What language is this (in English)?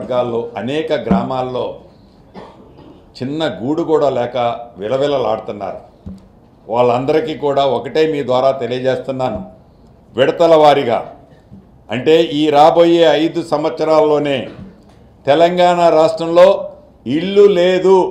Telugu